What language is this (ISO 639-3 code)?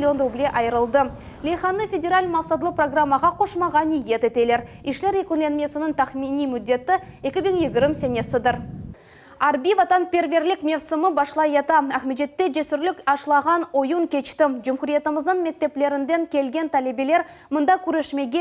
crh